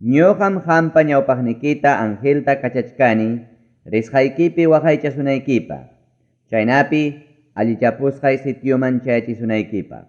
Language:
Ayacucho Quechua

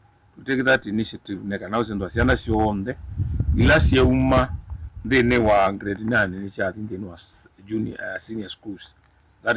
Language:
Kamba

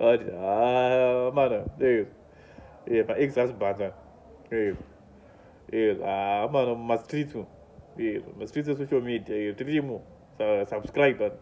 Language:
Shona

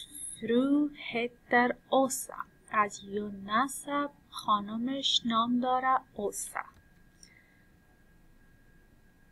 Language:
Persian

